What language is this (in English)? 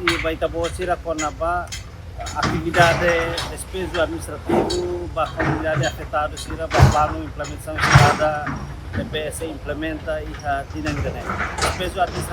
Tetum